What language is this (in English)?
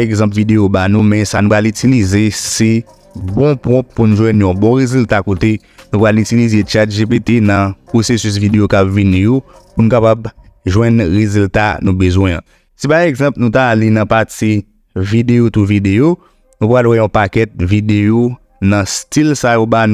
Haitian Creole